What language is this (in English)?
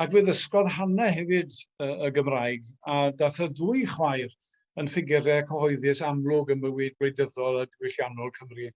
Welsh